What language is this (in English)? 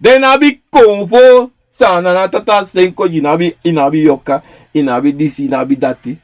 Sranan Tongo